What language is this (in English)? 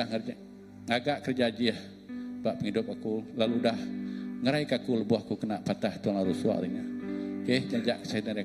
Iban